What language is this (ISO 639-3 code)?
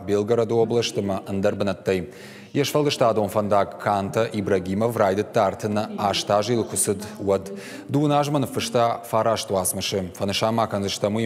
oss